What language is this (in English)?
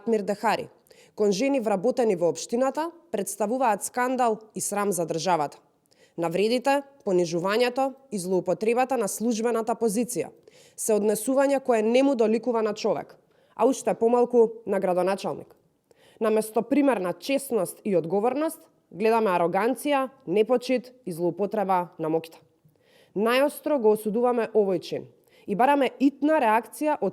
Macedonian